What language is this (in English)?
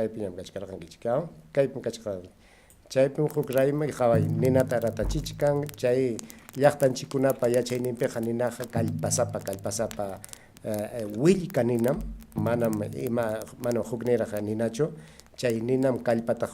Ayacucho Quechua